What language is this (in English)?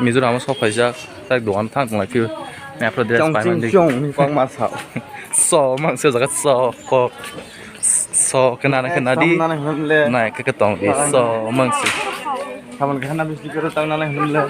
Kok Borok